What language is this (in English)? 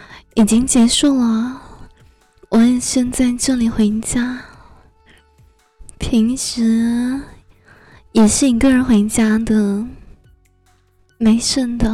Chinese